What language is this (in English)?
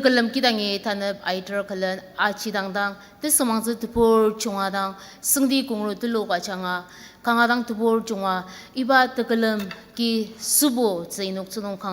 Ao Naga